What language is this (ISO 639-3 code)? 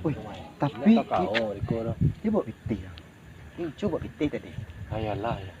min